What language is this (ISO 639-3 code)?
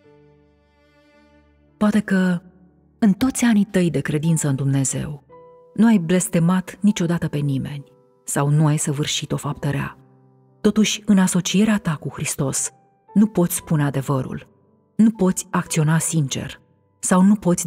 ron